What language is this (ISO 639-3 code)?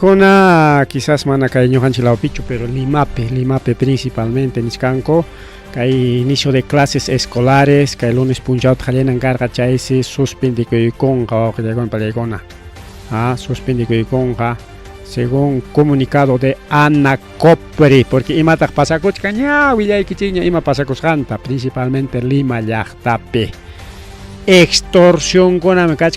quy